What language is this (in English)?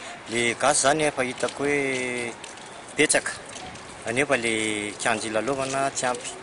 Malagasy